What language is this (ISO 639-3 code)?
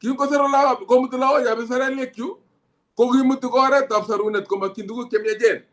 kln